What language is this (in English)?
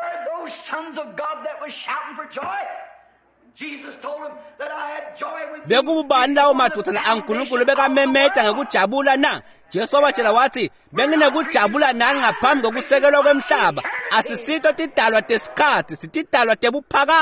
Swati